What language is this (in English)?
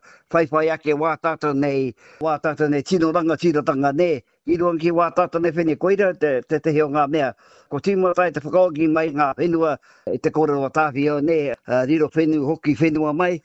Māori